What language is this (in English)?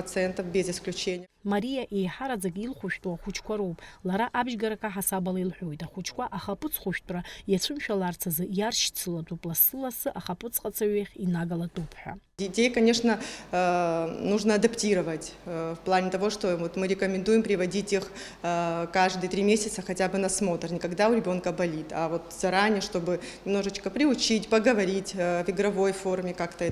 Abkhazian